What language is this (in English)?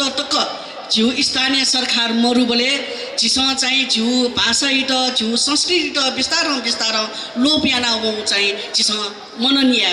Newari